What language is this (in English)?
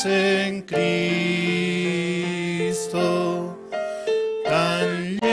Aymara